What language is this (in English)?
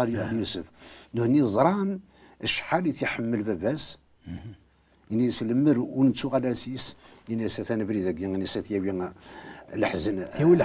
Kabyle